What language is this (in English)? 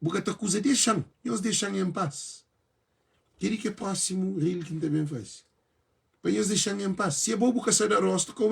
Kabuverdianu